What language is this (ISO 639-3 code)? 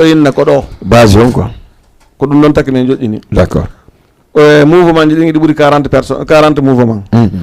ful